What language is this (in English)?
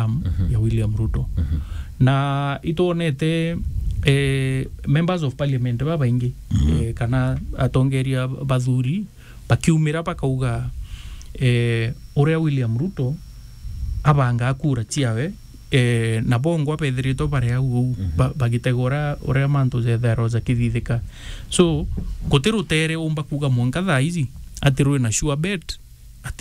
Meru